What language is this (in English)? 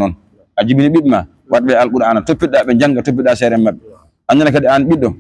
Fula